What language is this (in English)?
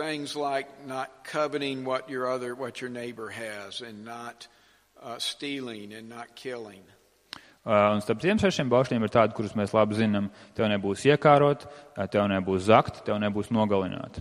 Latvian